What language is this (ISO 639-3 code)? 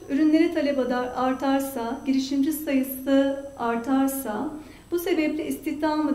tur